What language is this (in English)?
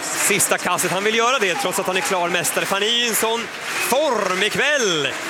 Swedish